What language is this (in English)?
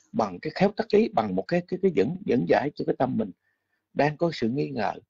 Vietnamese